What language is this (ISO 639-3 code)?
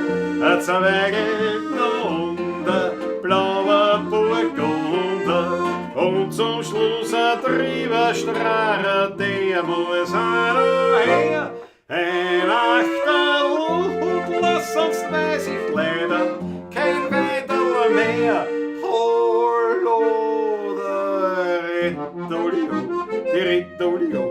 bar